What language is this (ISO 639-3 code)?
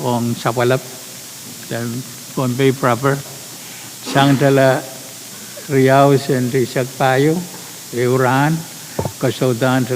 pon